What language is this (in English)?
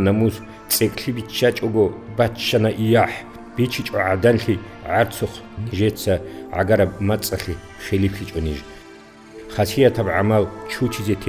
Avaric